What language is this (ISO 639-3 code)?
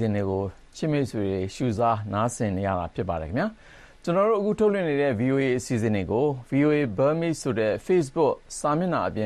mya